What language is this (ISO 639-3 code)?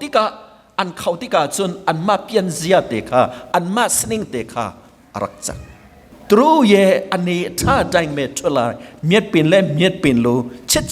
cnh